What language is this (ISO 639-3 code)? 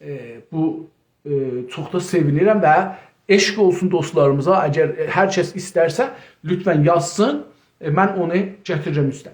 azb